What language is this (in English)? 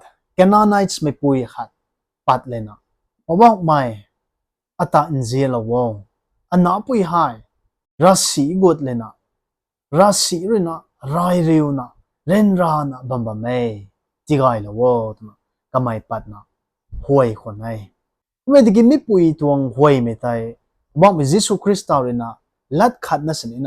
Rongmei Naga